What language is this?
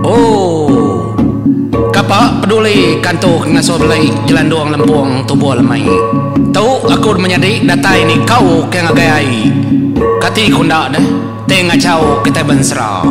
Iban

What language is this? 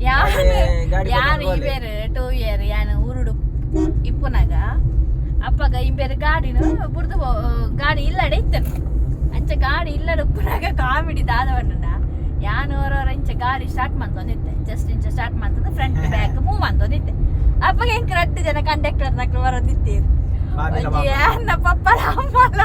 Tulu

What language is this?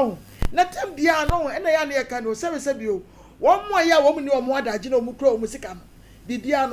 Akan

